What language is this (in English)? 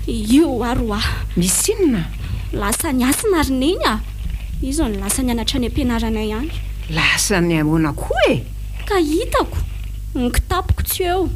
Malagasy